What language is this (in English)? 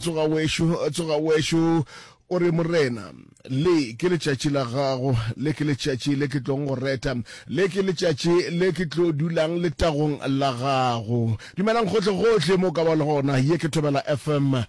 Northern Sotho